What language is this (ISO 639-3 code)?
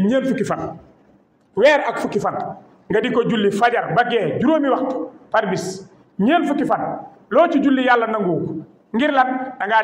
wol